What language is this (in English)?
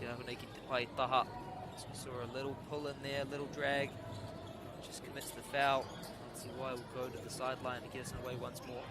Māori